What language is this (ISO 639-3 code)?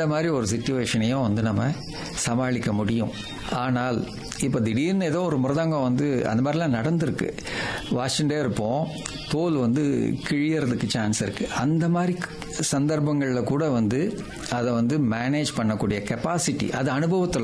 tam